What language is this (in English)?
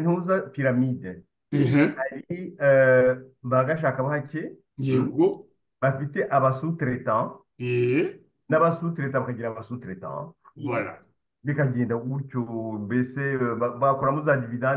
Kinyarwanda